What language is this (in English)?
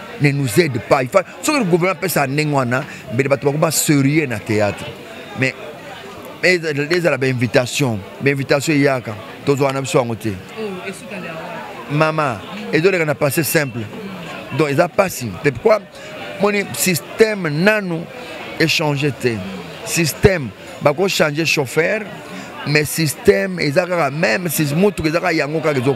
Lingala